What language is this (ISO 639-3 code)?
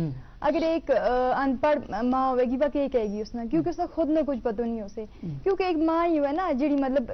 gju